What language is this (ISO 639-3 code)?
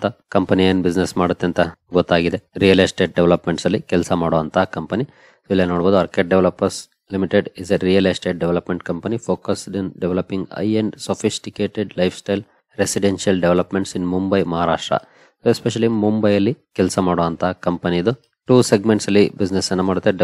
kan